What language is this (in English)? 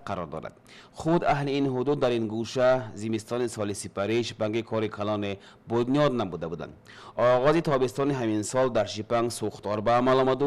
Tajik